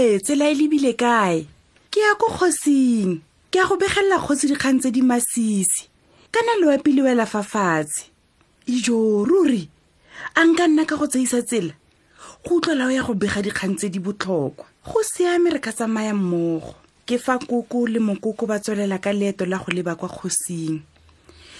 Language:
Tswana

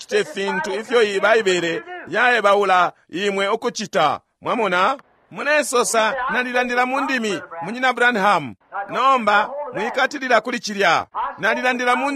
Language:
Bemba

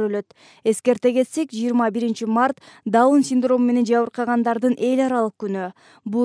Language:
Kyrgyz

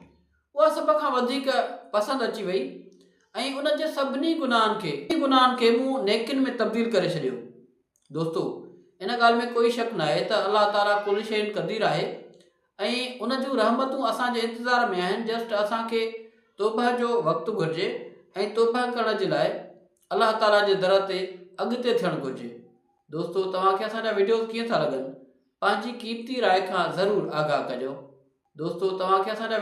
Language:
Sindhi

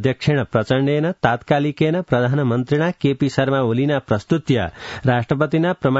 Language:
Sanskrit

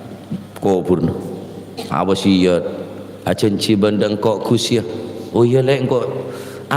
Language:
Madurese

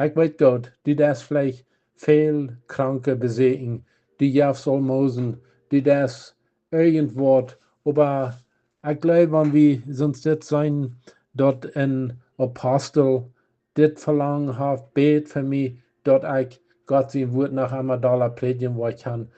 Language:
Plautdietsch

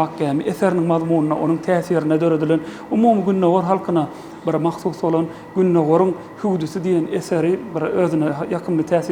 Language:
Turkmen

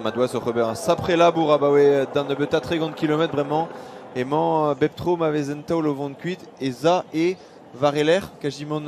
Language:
Breton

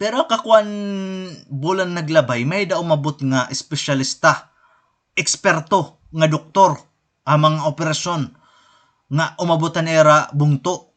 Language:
Waray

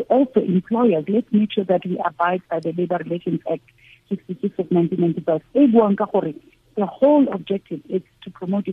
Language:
Tswana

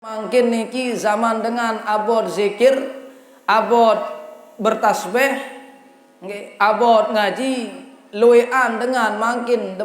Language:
Sasak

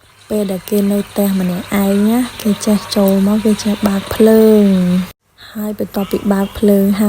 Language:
Khmer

